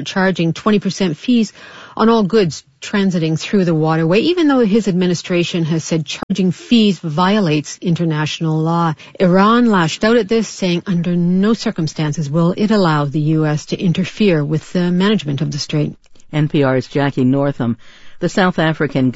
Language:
English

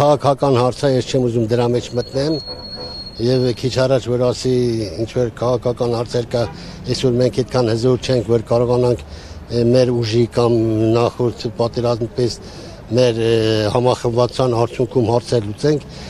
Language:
Armenian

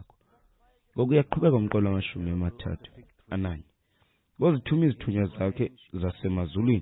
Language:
Xhosa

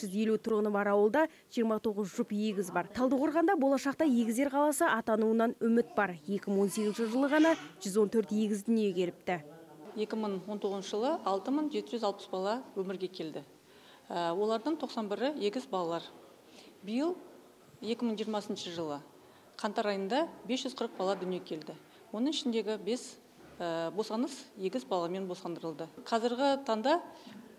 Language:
Kazakh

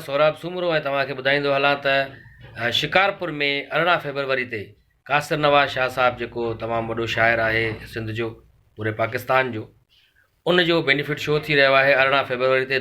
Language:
Sindhi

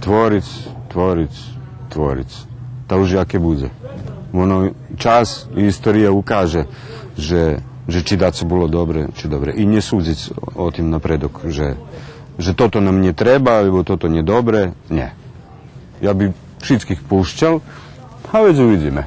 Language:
Rusyn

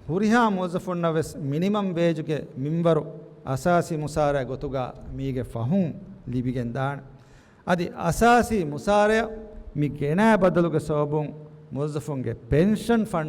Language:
Divehi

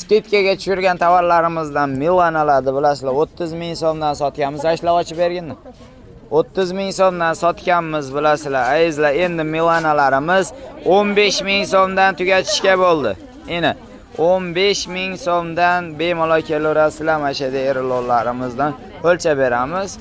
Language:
Uzbek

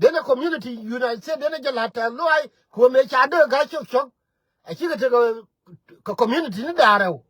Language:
Nuer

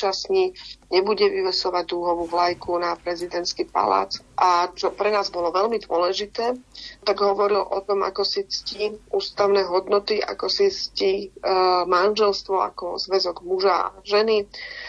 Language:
Slovak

